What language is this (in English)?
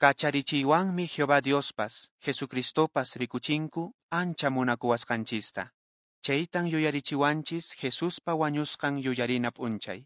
Quechua